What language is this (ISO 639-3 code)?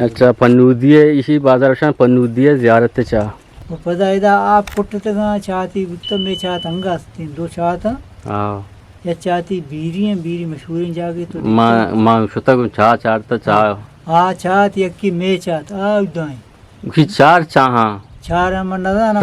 bgp